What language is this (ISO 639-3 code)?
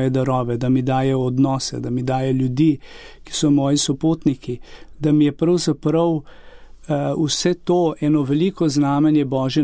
slv